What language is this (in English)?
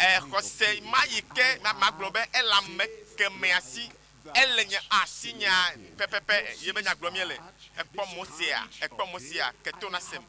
Ewe